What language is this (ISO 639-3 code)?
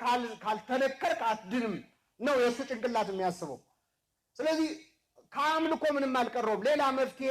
amh